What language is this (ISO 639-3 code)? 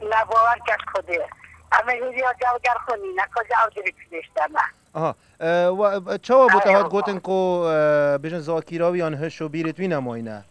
kur